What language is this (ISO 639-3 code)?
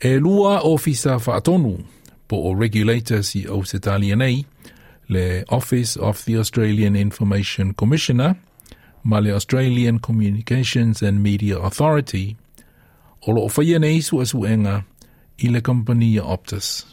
smo